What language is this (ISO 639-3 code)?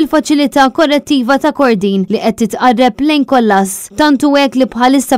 mlt